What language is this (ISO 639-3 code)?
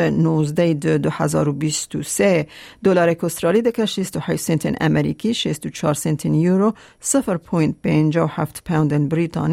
kur